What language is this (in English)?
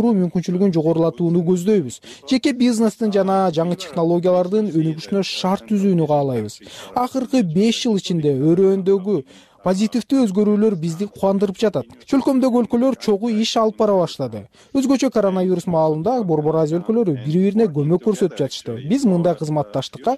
Kyrgyz